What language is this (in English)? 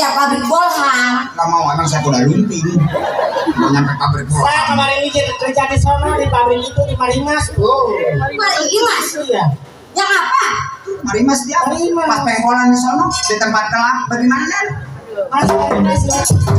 Betawi